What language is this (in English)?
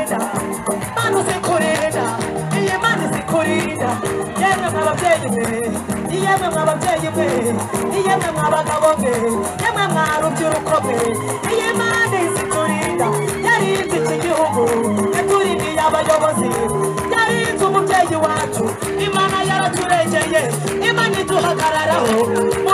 Kinyarwanda